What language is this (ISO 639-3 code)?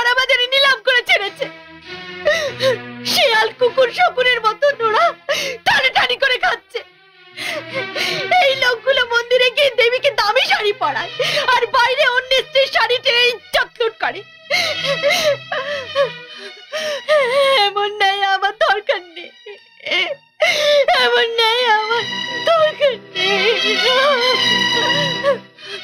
ben